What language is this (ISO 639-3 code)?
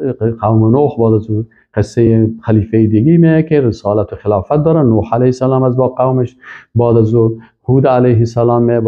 fas